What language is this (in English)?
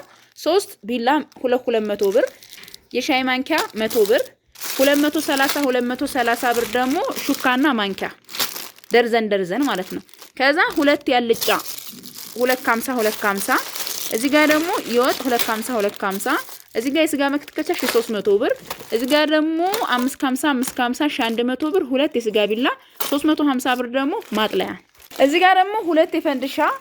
Amharic